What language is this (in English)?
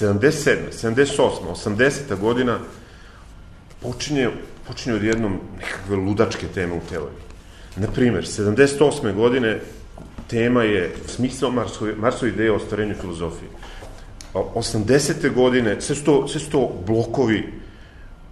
Serbian